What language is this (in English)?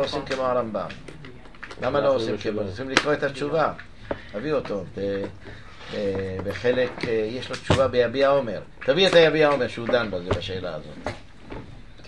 Hebrew